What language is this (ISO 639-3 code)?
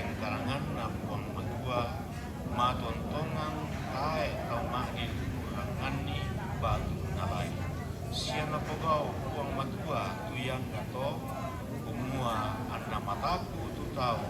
sda